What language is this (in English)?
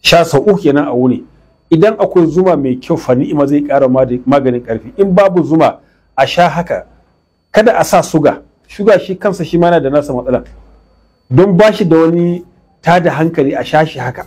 Hausa